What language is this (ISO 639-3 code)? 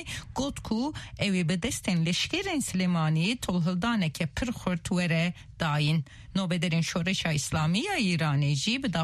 kur